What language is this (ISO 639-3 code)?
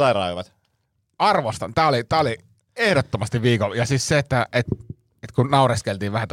fin